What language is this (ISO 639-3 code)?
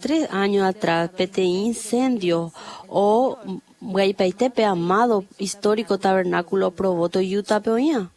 grn